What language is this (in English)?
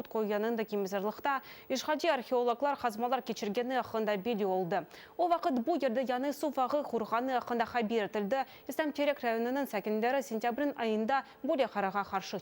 Crimean Tatar